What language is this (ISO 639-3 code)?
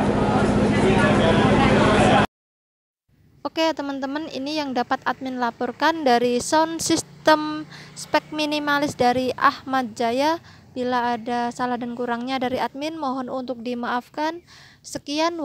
ind